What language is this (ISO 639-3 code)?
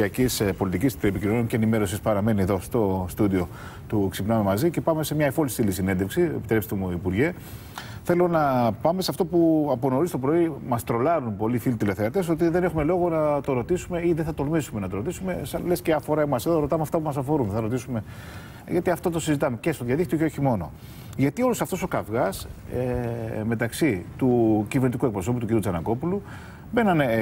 ell